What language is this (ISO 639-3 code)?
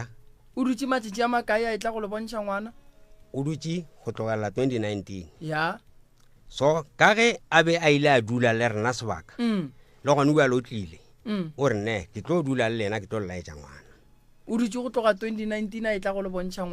nso